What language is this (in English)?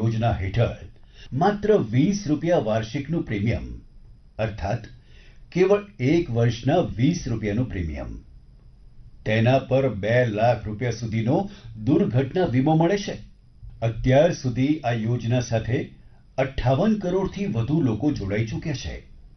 Gujarati